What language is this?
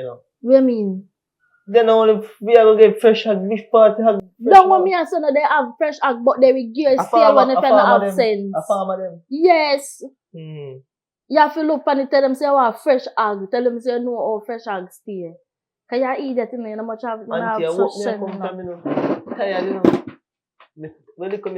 Jamaican Creole English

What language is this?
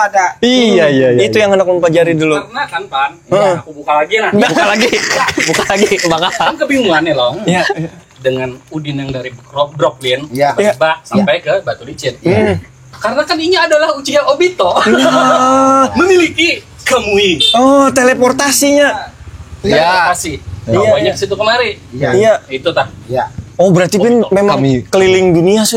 Banjar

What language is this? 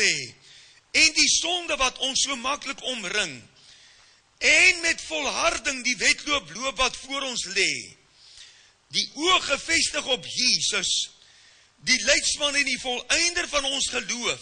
Afrikaans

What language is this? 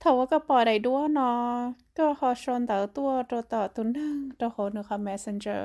Hmong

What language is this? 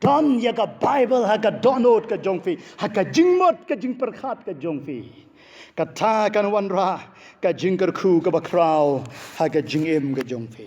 Khasi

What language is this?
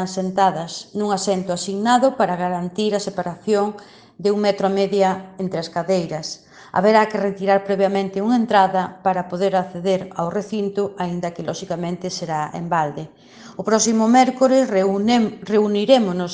Galician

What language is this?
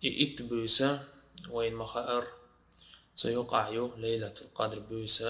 Chechen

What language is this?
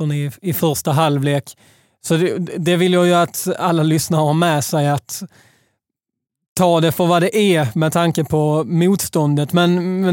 Swedish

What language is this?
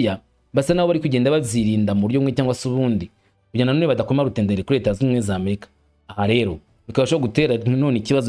Kinyarwanda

